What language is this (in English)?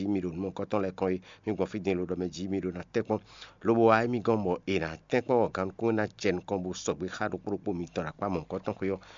Fon